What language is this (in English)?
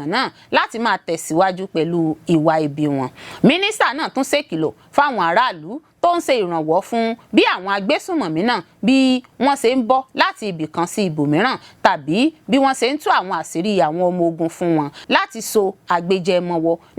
Yoruba